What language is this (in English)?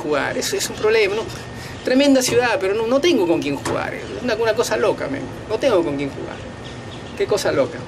Spanish